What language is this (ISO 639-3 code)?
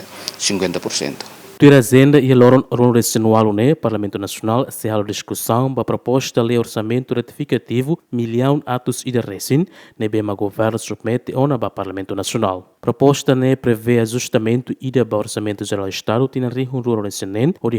tet